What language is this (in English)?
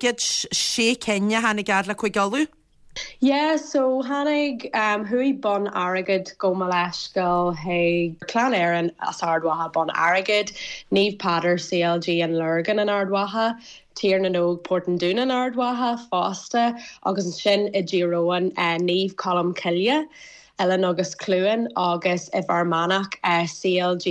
Irish